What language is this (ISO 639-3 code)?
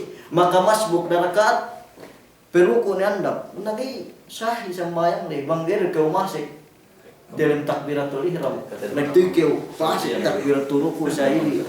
yka